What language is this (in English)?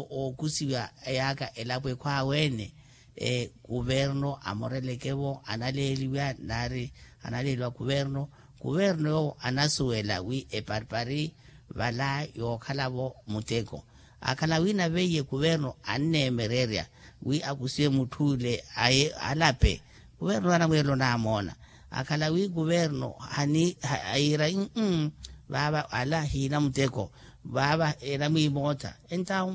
Makhuwa